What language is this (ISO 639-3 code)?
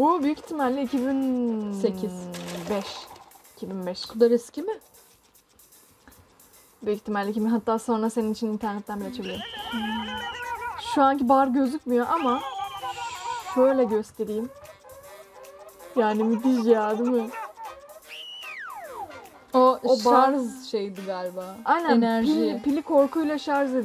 tur